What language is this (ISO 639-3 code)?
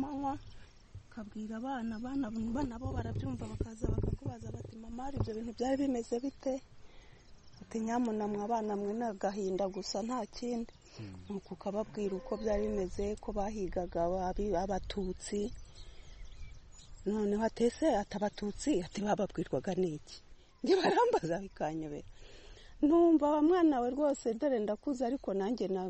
kin